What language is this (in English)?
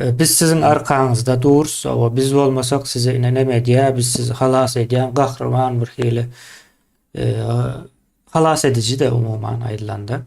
Turkmen